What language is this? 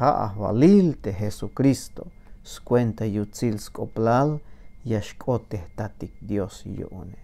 Tzeltal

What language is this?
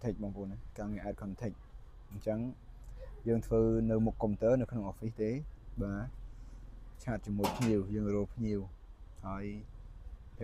Khmer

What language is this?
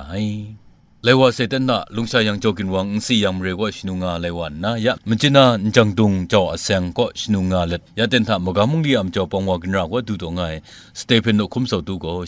Kachin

